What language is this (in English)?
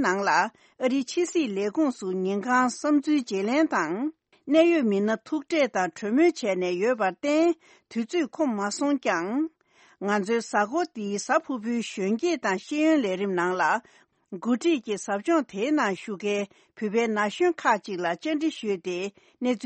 Tibetan